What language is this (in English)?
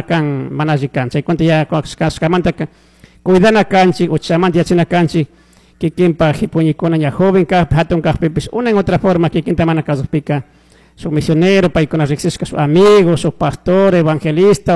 Chimborazo Highland Quichua